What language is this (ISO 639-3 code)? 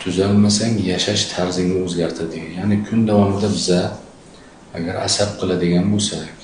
uzb